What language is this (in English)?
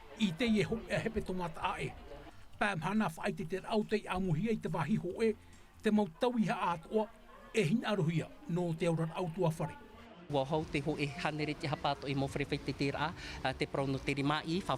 Tahitian